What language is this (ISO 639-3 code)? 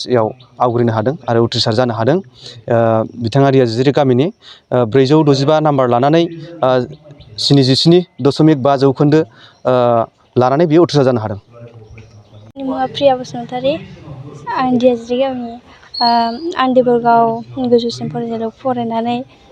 brx